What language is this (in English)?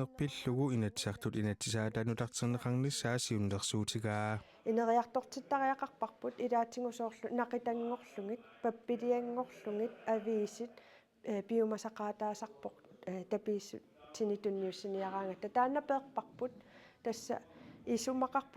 Kalaallisut